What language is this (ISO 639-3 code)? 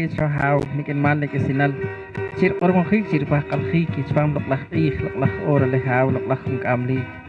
poh